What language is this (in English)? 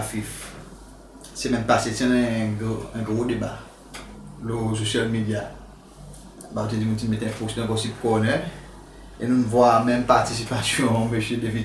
Seselwa Creole French